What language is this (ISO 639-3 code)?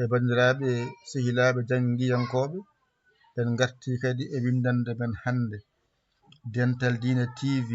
ful